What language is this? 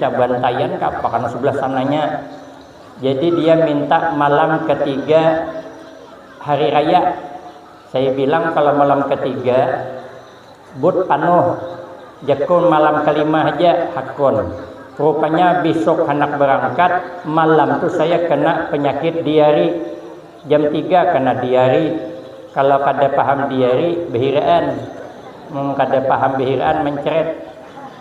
Banjar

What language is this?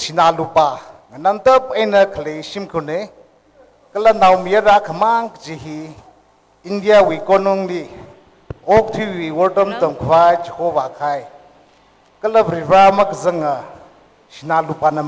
Tangkhul Naga (India)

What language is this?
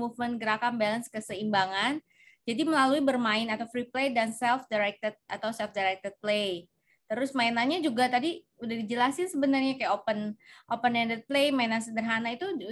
Indonesian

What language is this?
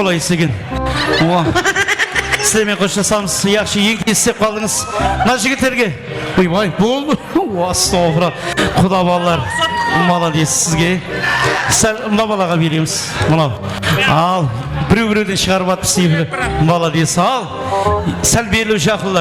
Kara-Kalpak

